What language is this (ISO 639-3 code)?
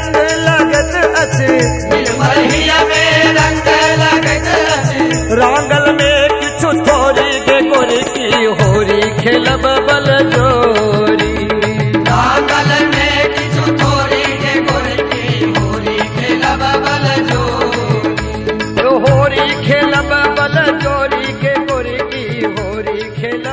mai